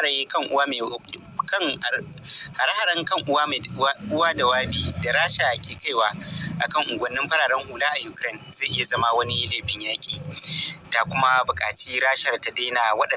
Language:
Hausa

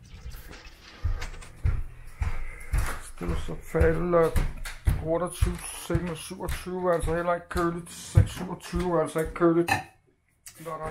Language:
Danish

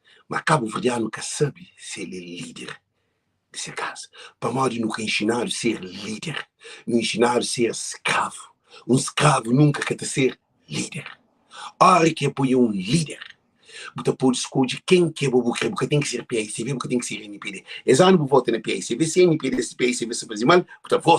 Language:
Kabuverdianu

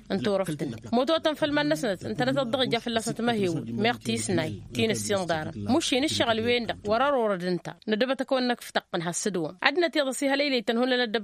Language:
Tamasheq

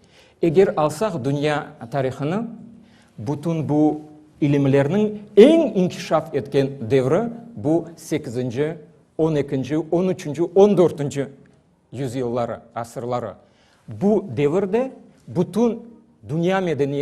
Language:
Crimean Tatar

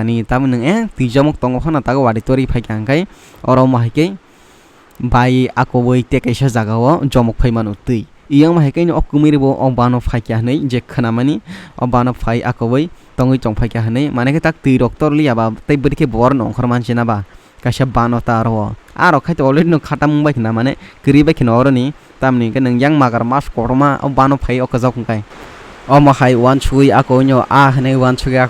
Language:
Kok Borok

